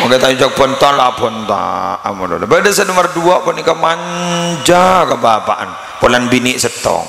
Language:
Madurese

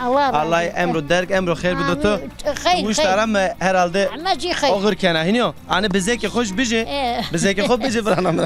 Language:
Zaza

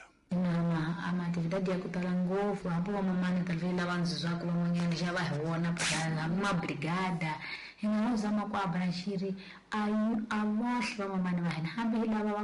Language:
Tsonga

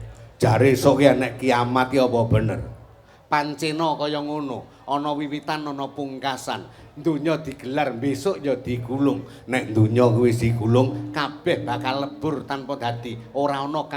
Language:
Javanese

